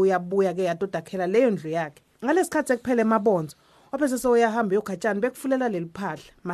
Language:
Swati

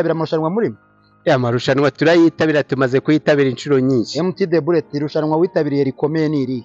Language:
Kinyarwanda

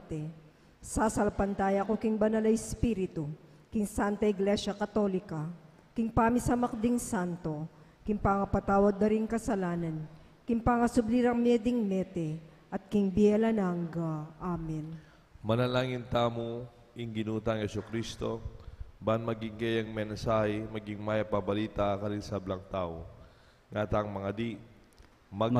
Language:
Pampanga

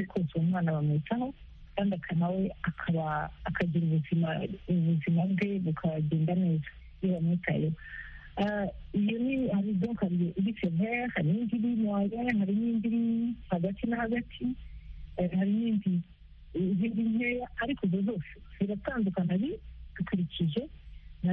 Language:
Kinyarwanda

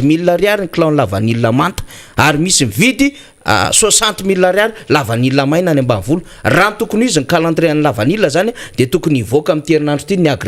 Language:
Malagasy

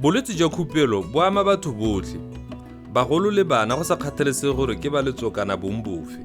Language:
Tswana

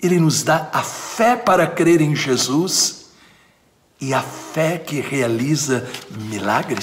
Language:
Portuguese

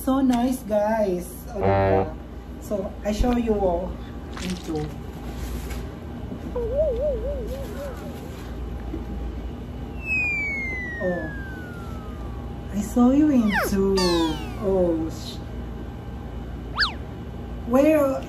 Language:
Filipino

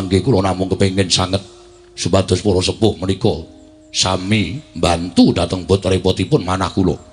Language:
Javanese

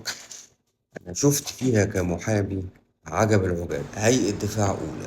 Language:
Egyptian Arabic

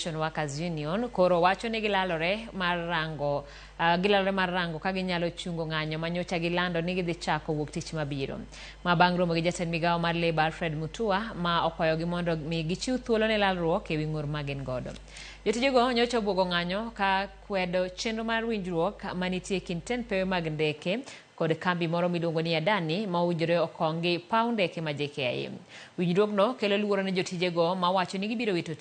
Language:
Luo (Kenya and Tanzania)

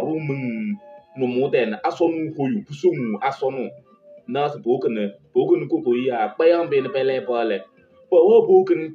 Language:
Kabiyè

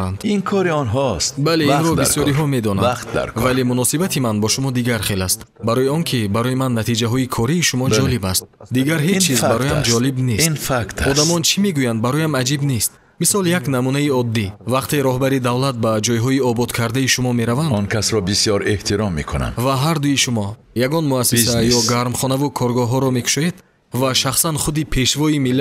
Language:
Tajik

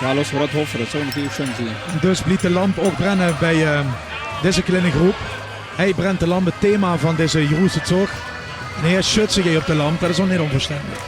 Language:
Limburgish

